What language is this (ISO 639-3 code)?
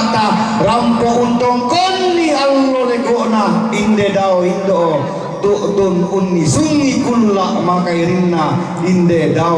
sda